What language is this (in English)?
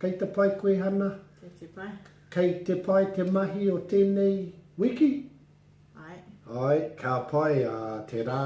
Māori